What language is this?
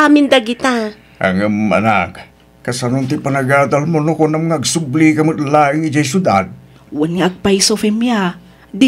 Iloko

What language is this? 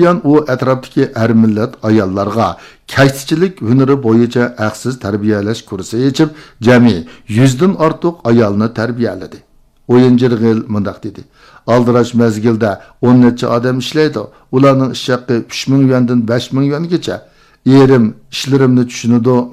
Uyghur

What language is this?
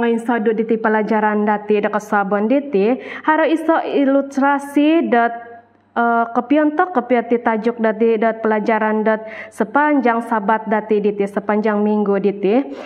Central Dusun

